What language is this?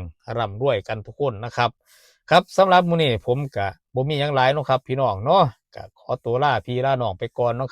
Northeastern Thai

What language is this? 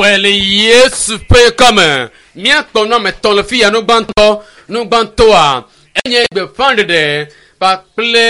Ewe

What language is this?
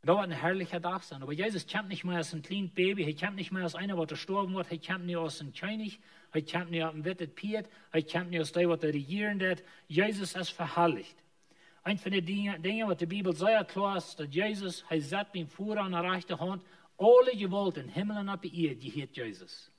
Plautdietsch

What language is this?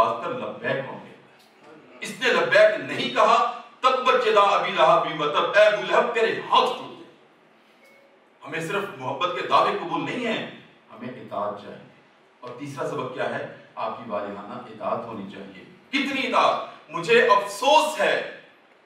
Urdu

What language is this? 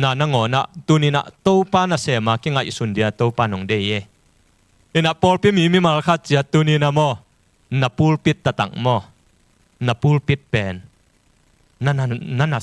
Tedim Chin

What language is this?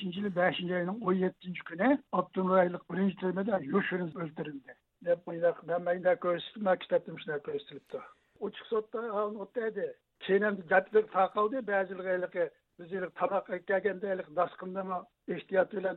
Uyghur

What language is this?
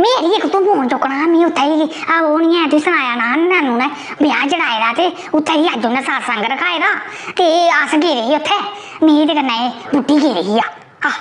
Dogri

